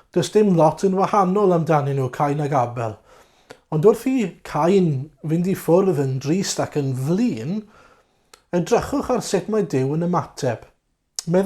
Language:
Welsh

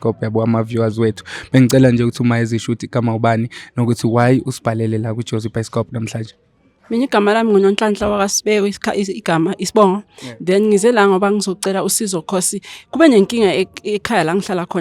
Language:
Zulu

